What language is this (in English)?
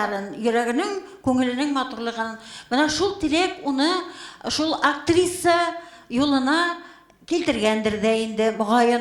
Bashkir